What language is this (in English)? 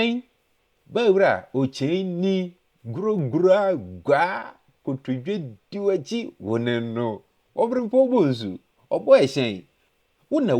Akan